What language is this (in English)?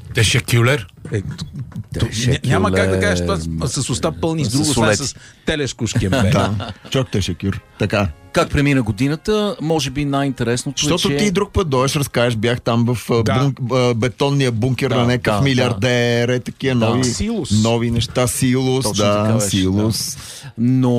Bulgarian